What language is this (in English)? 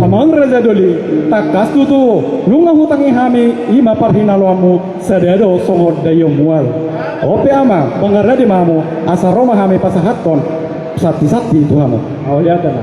Batak Toba